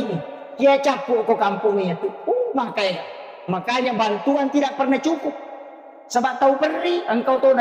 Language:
Buginese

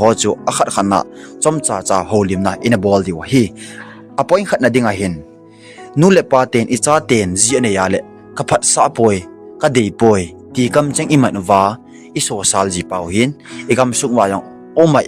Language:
Thado Chin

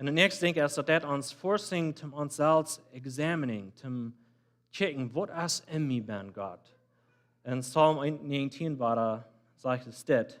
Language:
Plautdietsch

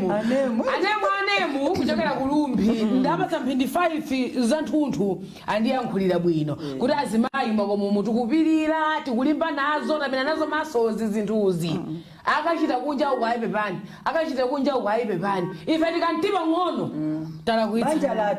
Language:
Nyanja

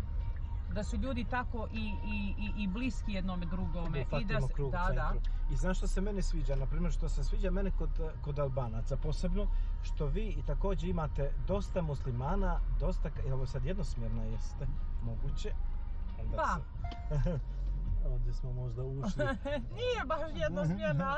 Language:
Croatian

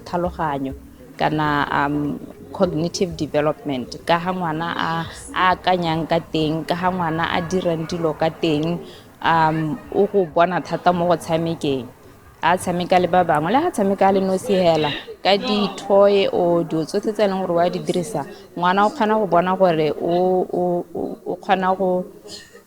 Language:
Tswana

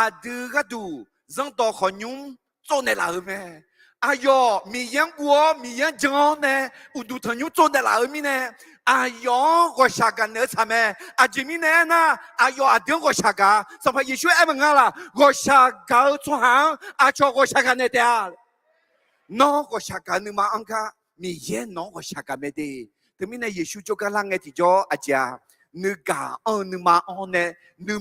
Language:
Akha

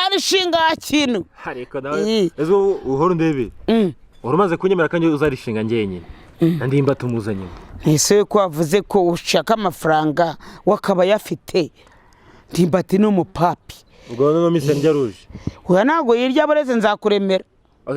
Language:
Kinyarwanda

